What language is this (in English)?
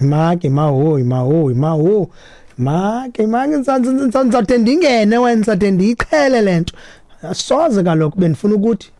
Xhosa